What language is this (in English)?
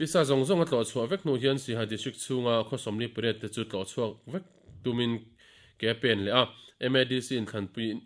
Mizo